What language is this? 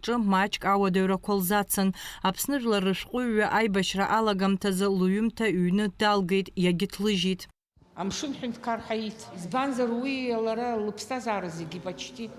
Abkhazian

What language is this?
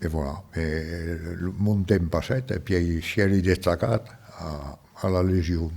Occitan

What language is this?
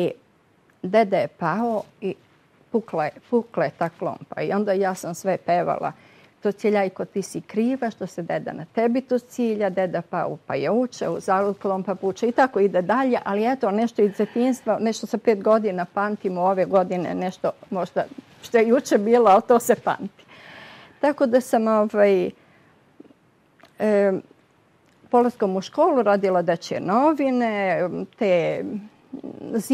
Serbian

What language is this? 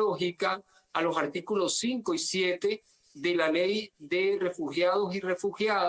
Spanish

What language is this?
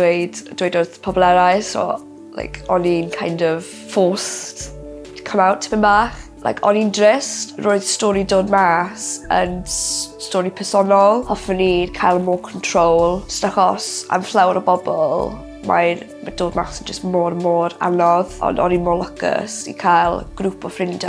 Welsh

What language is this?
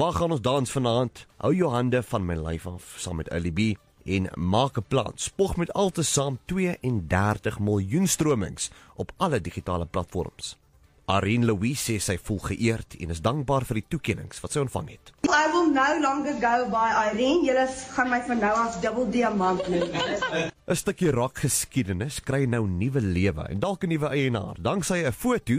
Afrikaans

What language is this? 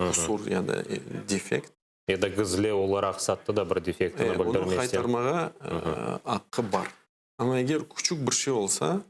Crimean Tatar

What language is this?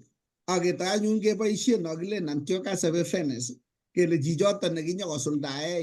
Kalenjin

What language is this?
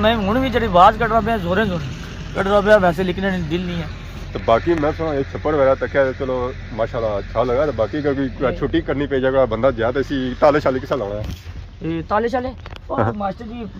Pahari-Potwari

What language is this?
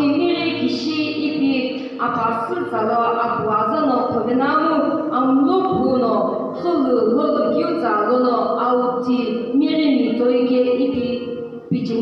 Sumi Naga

